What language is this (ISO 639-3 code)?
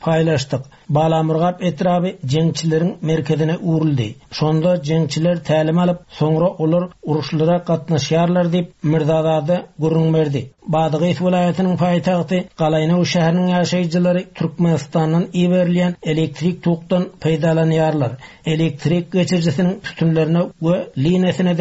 tuk